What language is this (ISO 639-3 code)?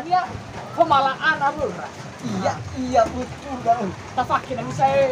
nia